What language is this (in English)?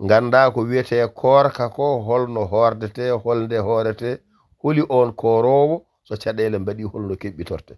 Fula